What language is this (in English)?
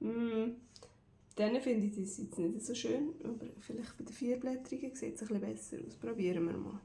Swiss German